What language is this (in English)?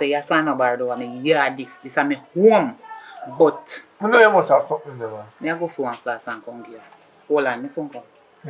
Jamaican Creole English